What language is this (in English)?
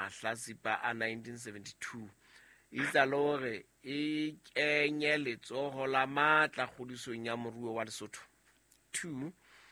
Southern Sotho